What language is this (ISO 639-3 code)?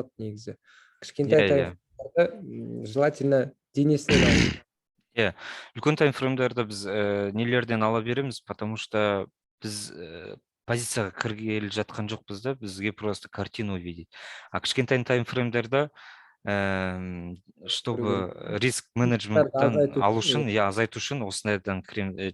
kaz